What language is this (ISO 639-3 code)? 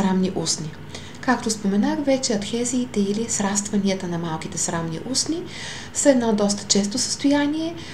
bul